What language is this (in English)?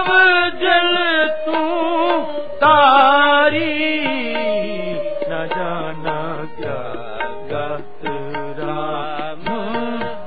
Punjabi